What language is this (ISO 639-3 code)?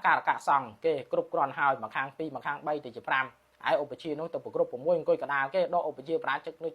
khm